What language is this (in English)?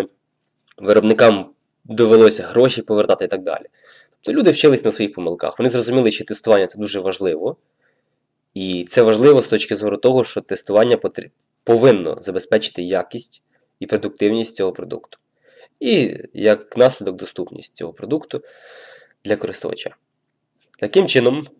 Ukrainian